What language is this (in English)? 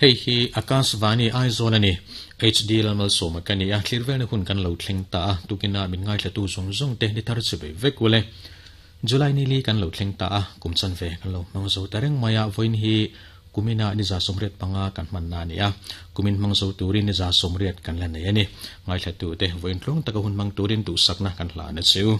Mizo